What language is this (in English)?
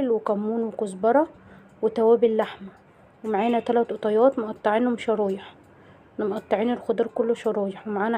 Egyptian Arabic